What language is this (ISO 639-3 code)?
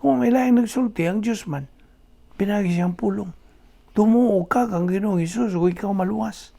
ceb